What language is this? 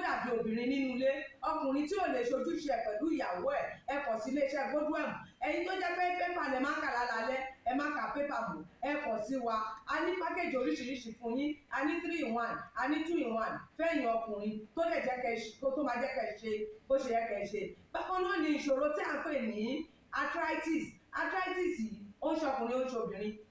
Yoruba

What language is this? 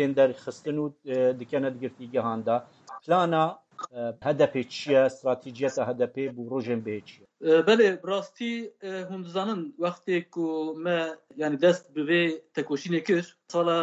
Kurdish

